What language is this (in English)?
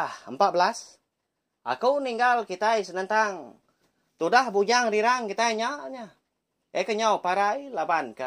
Iban